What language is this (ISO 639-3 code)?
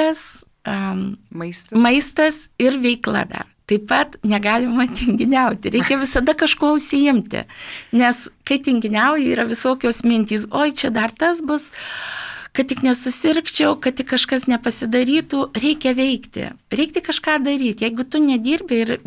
lit